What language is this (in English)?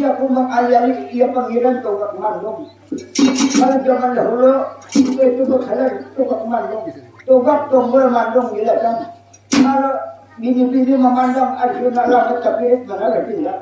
Banjar